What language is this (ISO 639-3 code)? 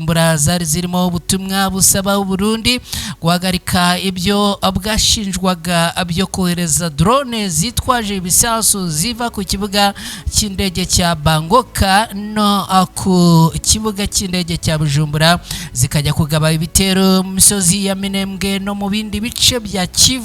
kin